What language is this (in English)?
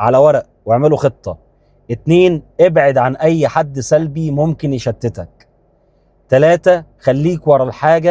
Egyptian Arabic